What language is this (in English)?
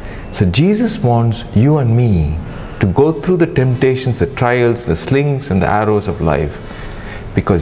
English